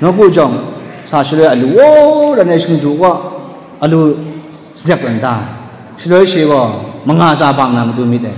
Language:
Kachin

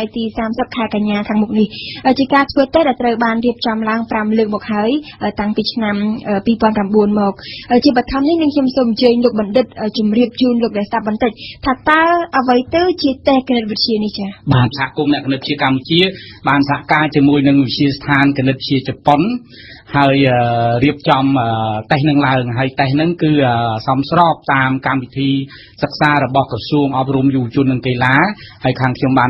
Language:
Khmer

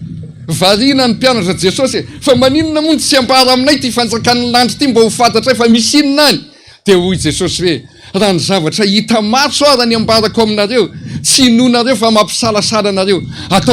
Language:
Malagasy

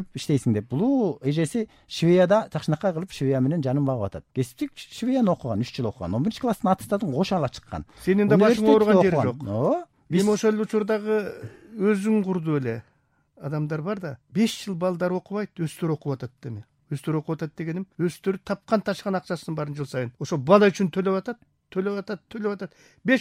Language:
Kyrgyz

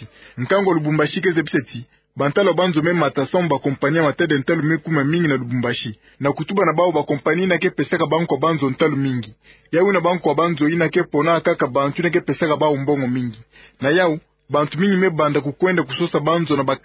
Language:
Kituba (Democratic Republic of Congo)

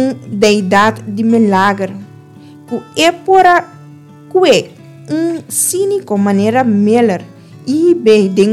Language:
Papiamento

